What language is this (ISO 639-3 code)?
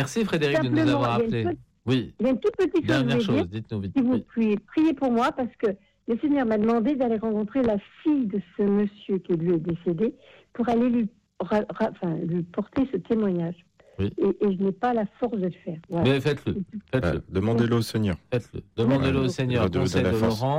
fra